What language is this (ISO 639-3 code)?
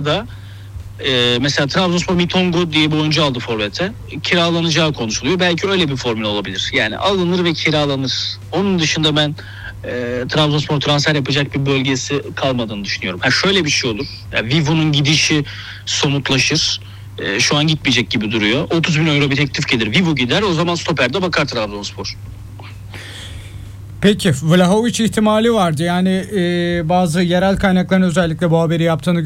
tur